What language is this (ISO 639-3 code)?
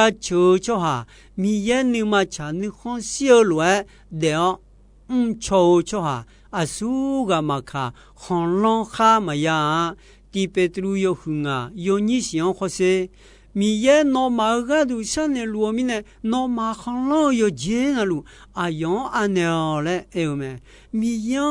ahk